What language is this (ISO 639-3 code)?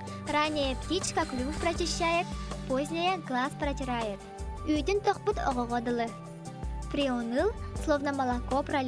sah